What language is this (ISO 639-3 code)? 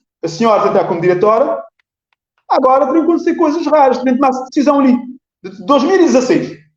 kea